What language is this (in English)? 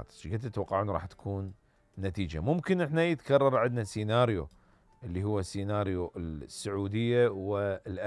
Mesopotamian Arabic